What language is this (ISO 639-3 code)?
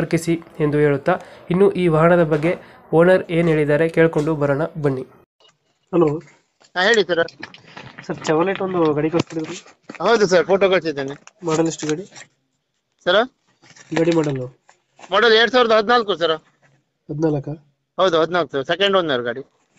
kan